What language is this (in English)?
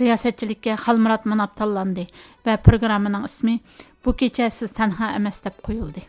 Uyghur